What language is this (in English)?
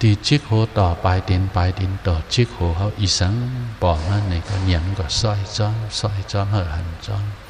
Shan